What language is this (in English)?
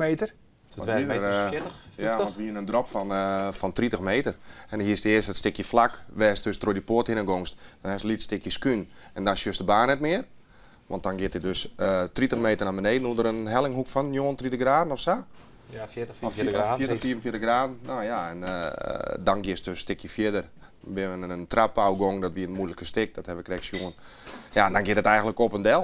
Western Frisian